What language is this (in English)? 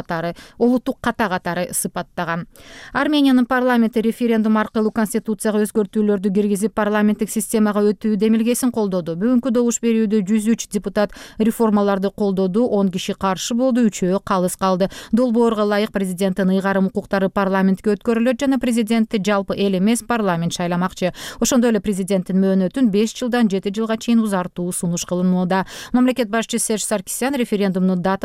Kyrgyz